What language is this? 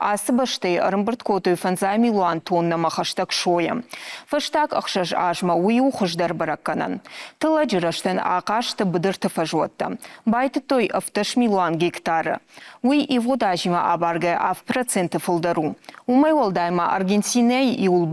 Ossetic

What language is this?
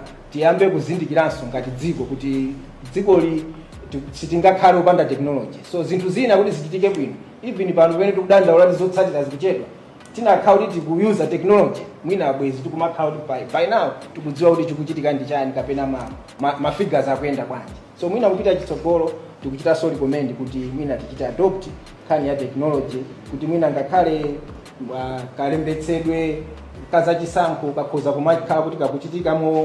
Nyanja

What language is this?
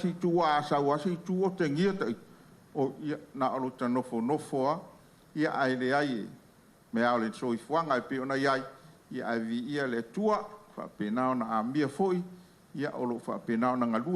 Samoan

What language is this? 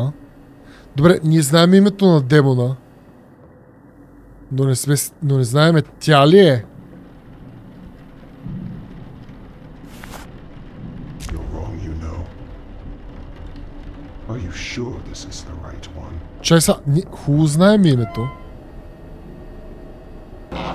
Bulgarian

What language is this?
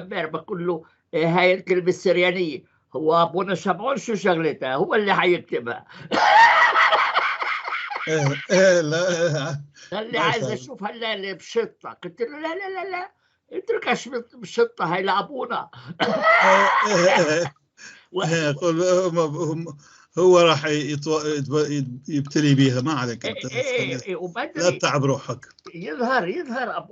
North Levantine Arabic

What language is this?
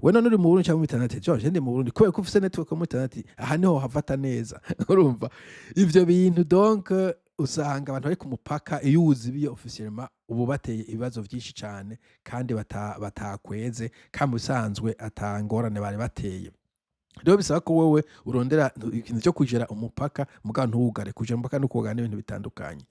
Rundi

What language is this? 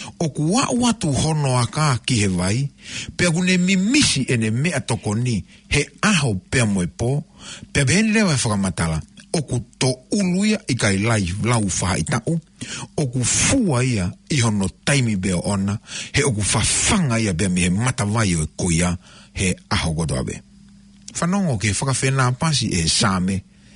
Tongan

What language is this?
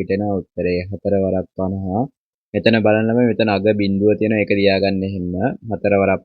Sinhala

